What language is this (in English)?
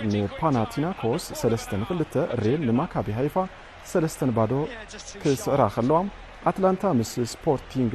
Tigrinya